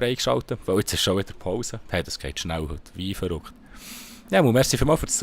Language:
Swiss German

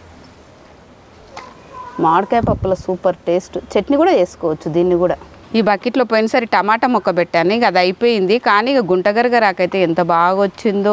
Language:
Telugu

